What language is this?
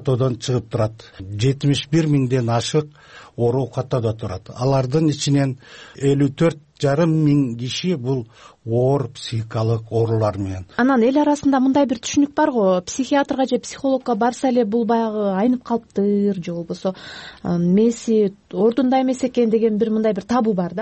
Kyrgyz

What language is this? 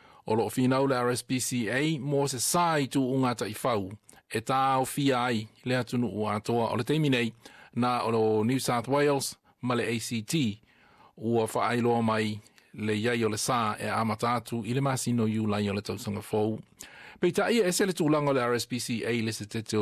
Samoan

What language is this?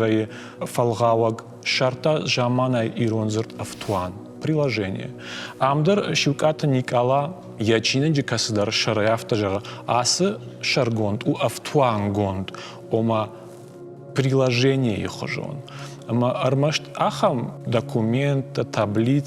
Ossetic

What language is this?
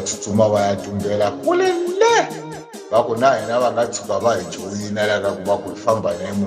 Tsonga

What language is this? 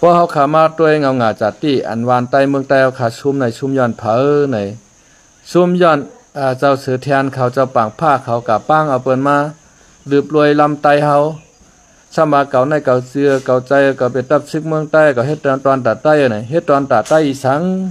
Shan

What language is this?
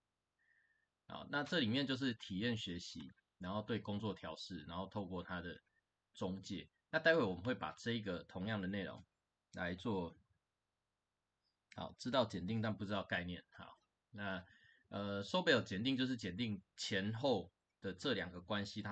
Chinese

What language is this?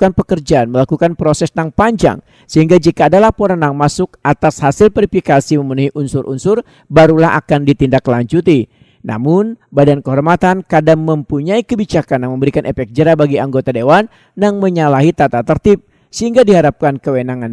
Banjar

